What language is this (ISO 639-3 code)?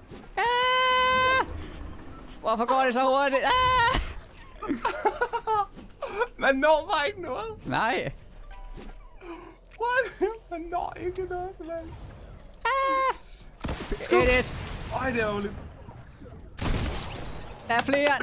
dan